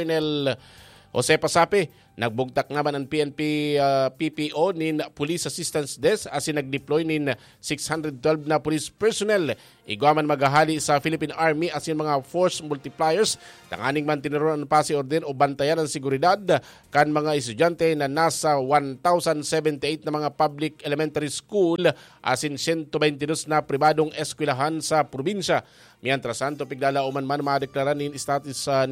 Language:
Bikol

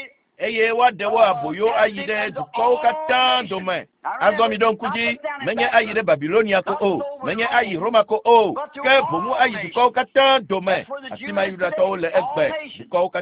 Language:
Ewe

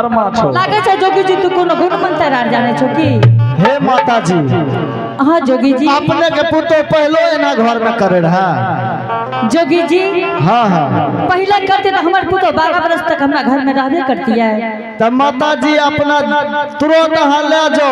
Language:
Angika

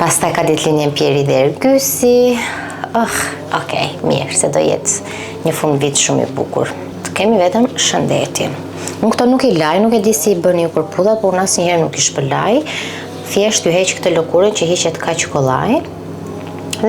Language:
Albanian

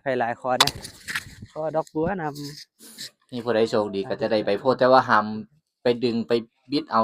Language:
Lao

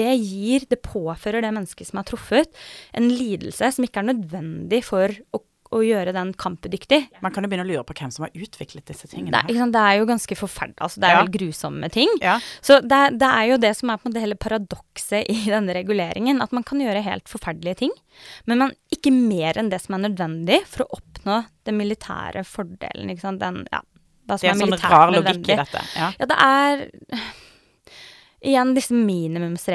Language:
Norwegian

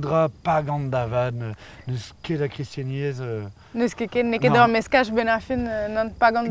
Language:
Breton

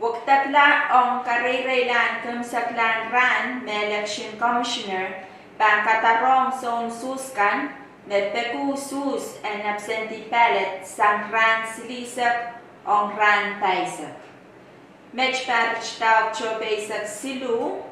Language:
Pohnpeian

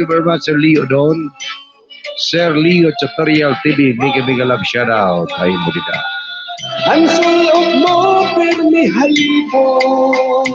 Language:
Waray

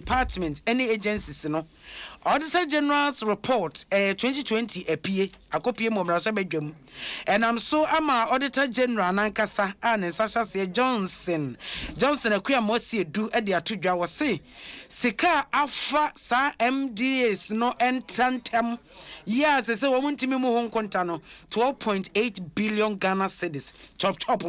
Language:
Akan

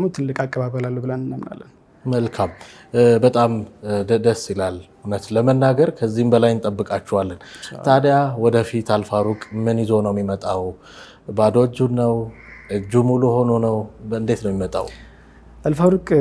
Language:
Amharic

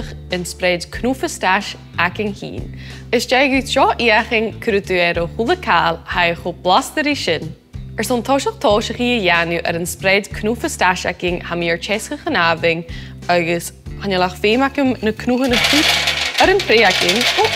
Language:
Scottish Gaelic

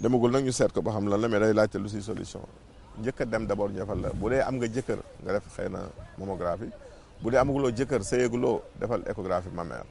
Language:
Wolof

